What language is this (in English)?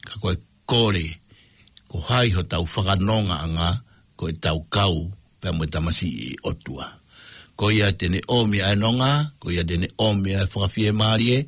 Tongan